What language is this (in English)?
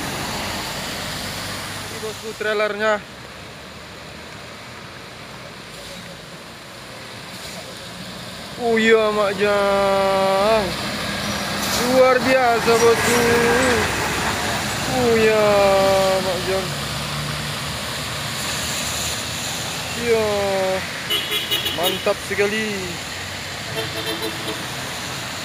Indonesian